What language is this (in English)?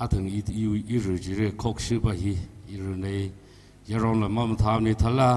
Tangkhul Naga (India)